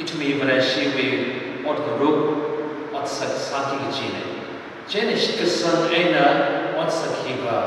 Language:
Tangkhul Naga (India)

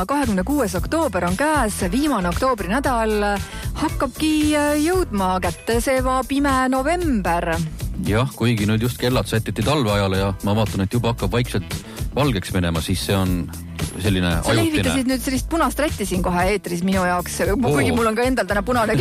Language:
Estonian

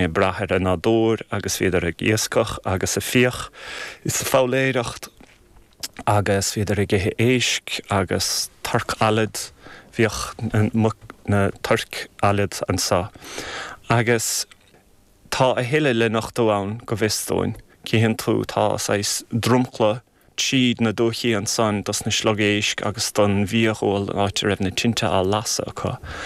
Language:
Irish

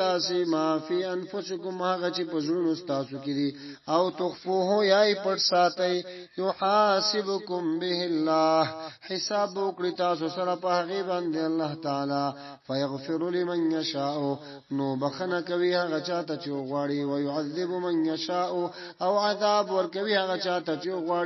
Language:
Pashto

